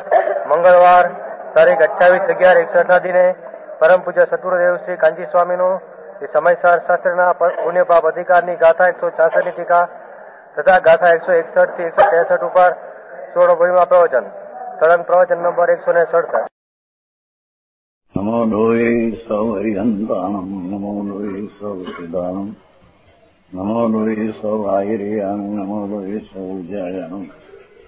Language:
Gujarati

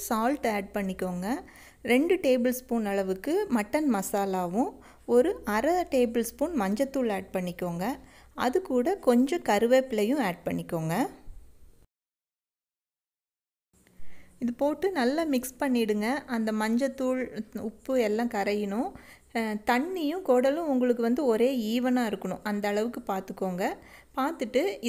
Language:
Tamil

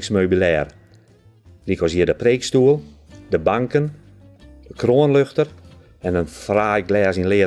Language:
Western Frisian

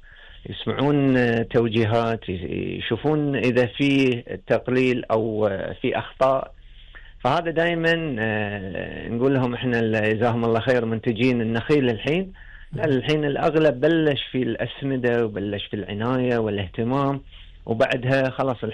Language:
Gulf Arabic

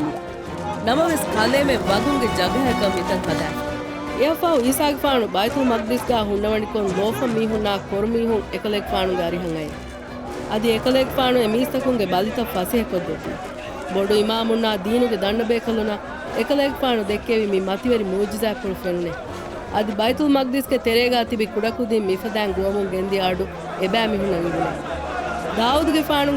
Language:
Divehi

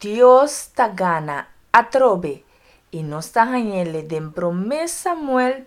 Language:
Papiamento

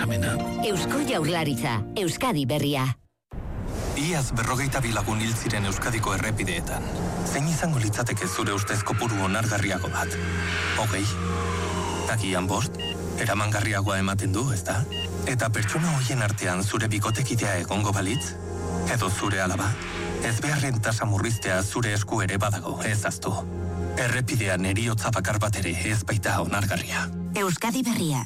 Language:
Basque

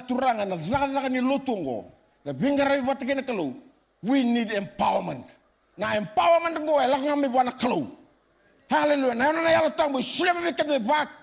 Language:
Fijian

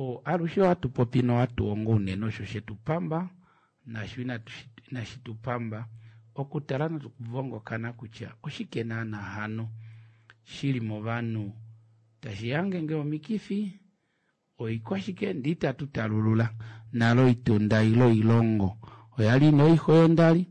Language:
Kuanyama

